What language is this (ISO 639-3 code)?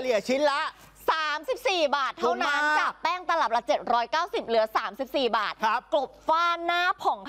tha